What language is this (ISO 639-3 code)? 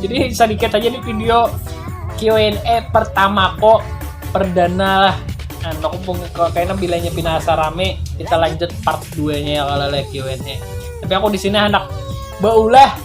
bjn